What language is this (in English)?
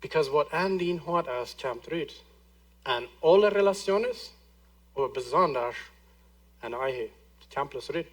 Plautdietsch